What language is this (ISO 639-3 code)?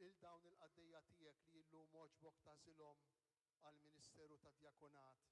mlt